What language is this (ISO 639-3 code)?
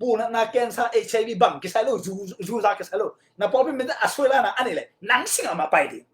ctd